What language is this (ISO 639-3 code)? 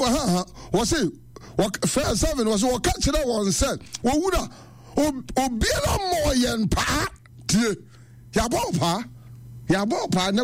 aka